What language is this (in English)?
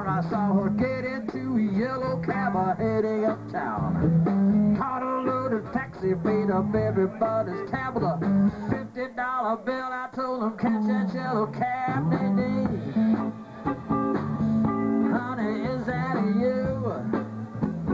English